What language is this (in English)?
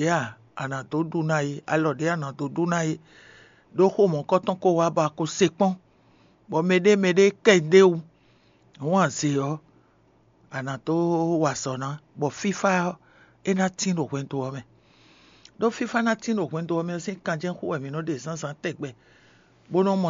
Fon